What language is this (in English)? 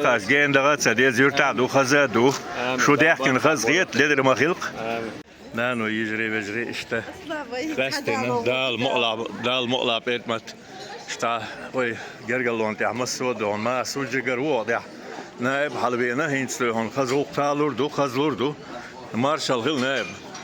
Chechen